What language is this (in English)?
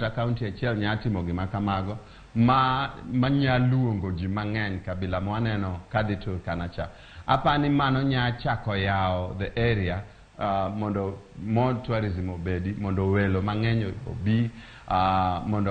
Luo (Kenya and Tanzania)